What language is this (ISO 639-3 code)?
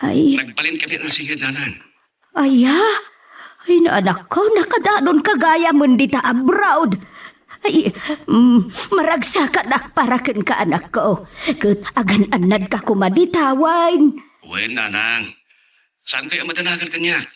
ilo